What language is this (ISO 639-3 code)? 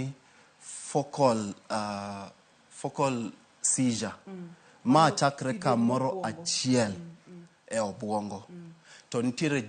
luo